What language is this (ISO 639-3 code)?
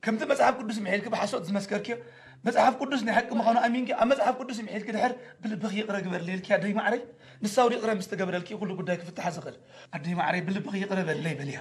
tir